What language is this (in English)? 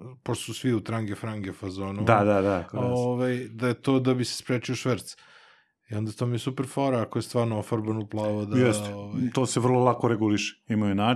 Serbian